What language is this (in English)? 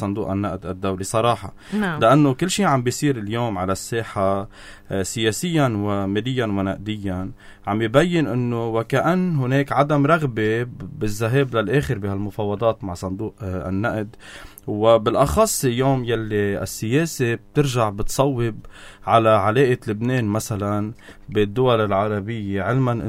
North Levantine Arabic